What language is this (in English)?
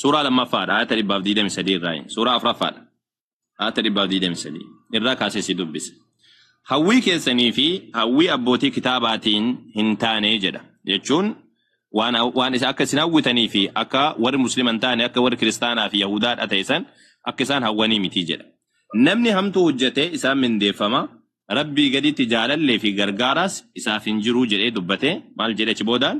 Oromo